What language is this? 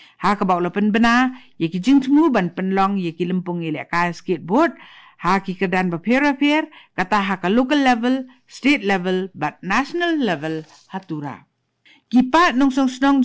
Khasi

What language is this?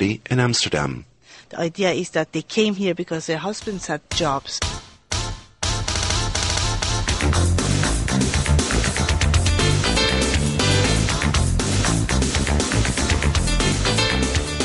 Dutch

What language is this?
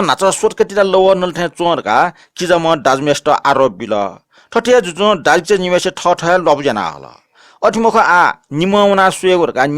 Newari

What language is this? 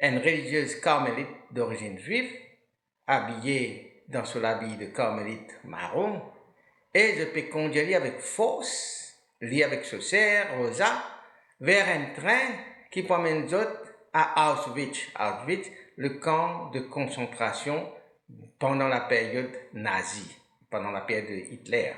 Morisyen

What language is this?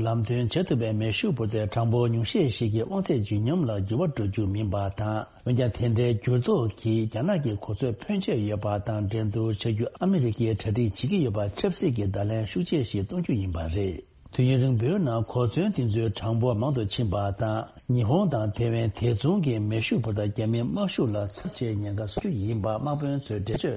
Tibetan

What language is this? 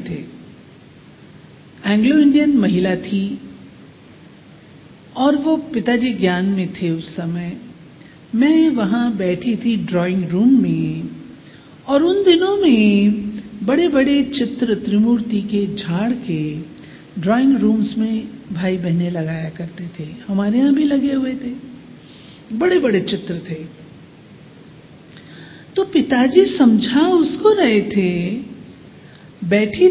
Hindi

